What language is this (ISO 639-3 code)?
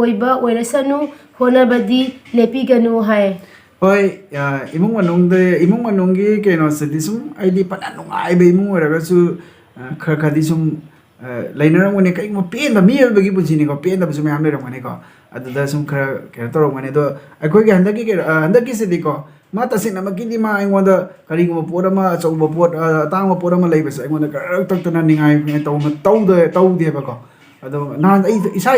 mni